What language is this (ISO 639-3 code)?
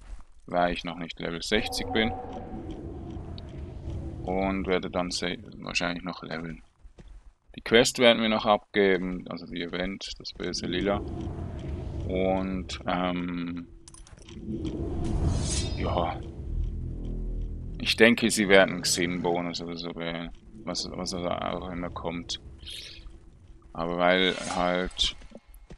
deu